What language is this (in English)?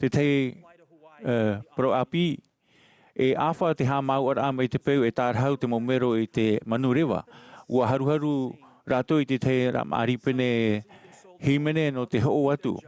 Tahitian